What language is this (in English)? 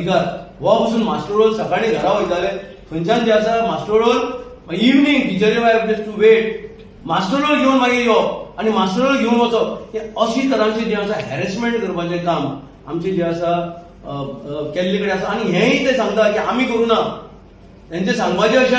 Konkani